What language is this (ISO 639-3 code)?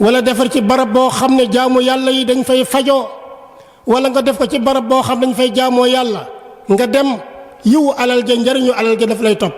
wol